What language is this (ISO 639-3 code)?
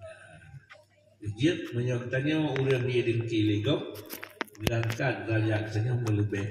ace